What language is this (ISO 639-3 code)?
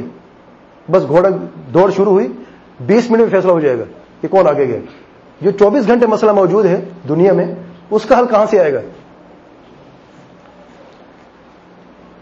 urd